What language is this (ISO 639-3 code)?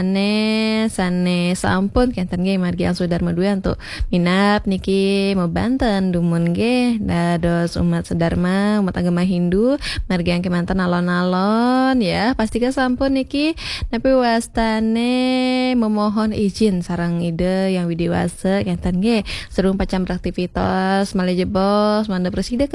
ban